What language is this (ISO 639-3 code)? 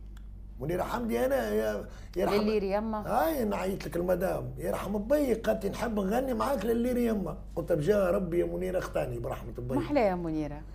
aeb